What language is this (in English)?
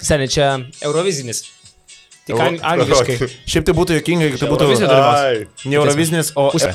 Lithuanian